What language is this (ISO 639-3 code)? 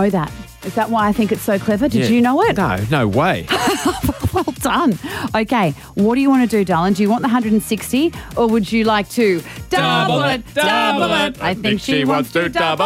eng